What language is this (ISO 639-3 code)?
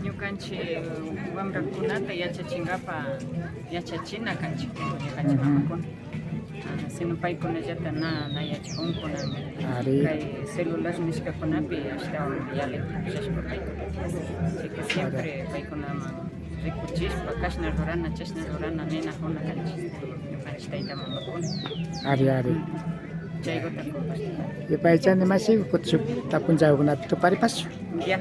qvi